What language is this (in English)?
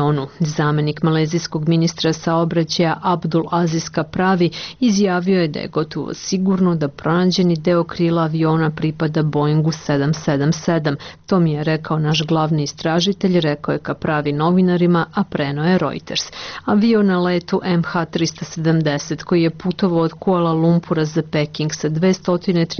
Serbian